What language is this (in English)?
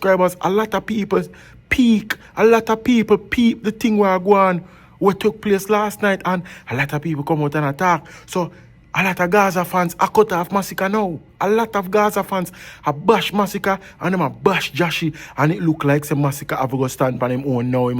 Jamaican Creole English